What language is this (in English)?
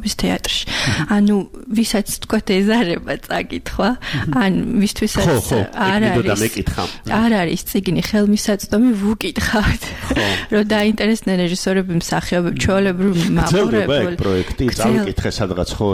Georgian